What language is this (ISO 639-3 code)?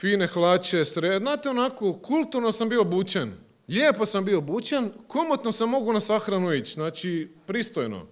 hrv